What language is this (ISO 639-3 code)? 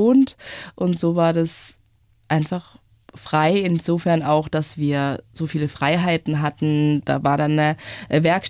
deu